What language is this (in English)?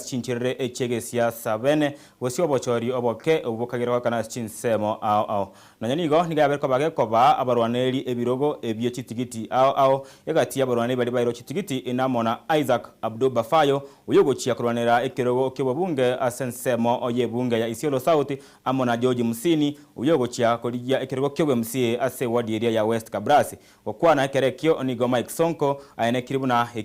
Gusii